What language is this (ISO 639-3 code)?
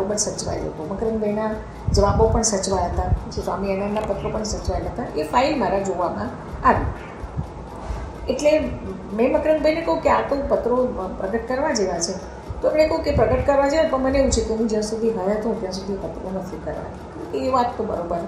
guj